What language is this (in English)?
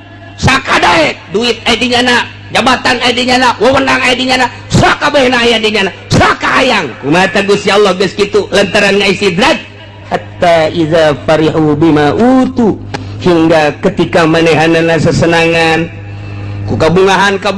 Sundanese